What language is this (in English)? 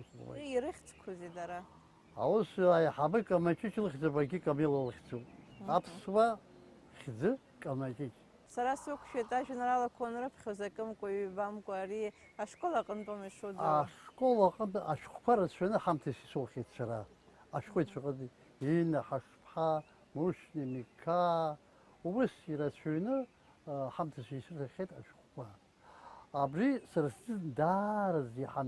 Abkhazian